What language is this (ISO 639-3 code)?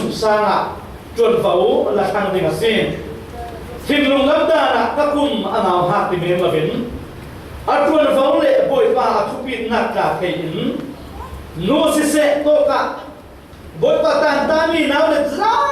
cfm